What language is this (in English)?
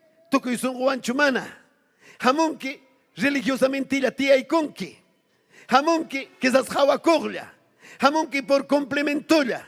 Ayacucho Quechua